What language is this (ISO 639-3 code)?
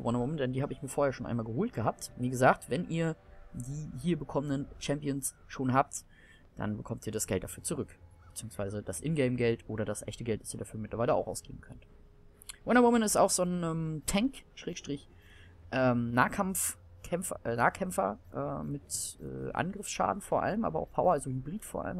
deu